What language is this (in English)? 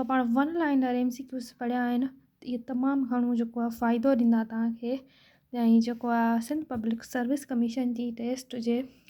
Sindhi